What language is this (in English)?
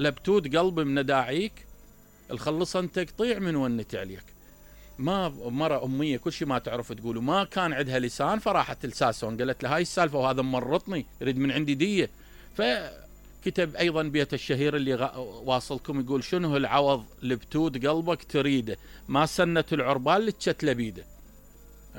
Mesopotamian Arabic